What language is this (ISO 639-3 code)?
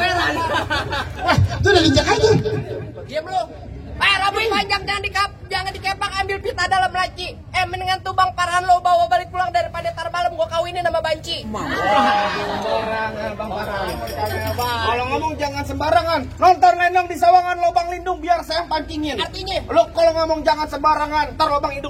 bew